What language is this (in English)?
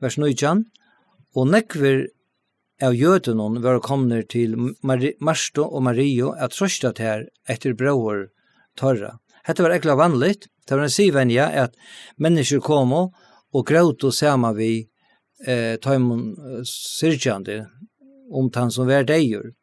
Faroese